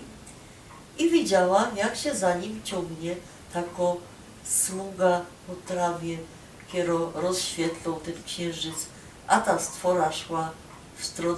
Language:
Silesian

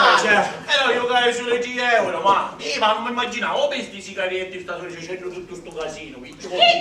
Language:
Sicilian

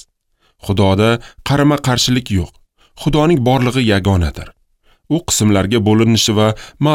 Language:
Uzbek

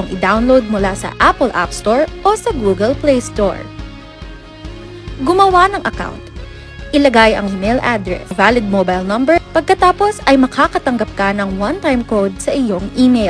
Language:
Filipino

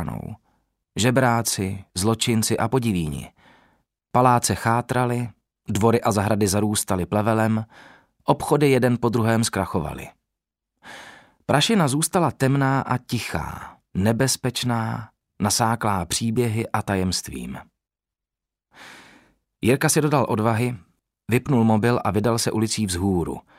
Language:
Czech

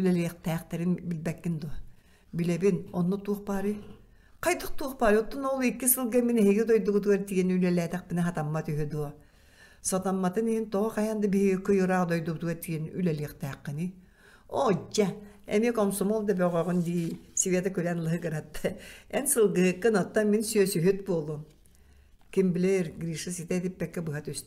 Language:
Yakut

